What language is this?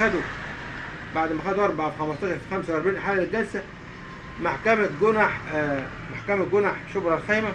Egyptian Arabic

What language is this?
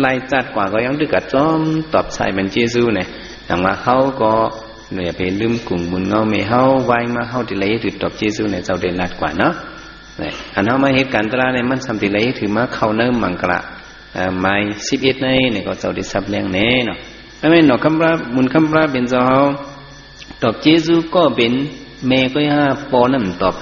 Shan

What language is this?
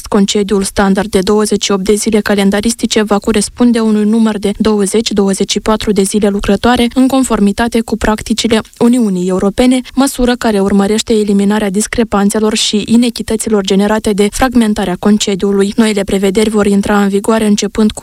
Romanian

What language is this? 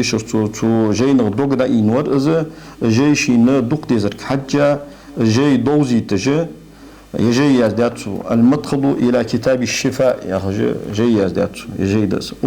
Ingush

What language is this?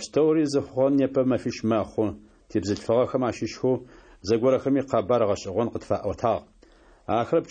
Adyghe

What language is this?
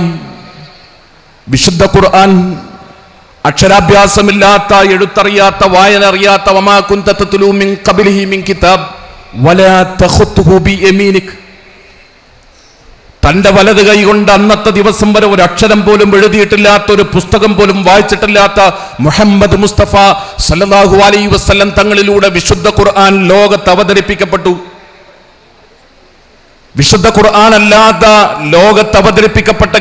Malayalam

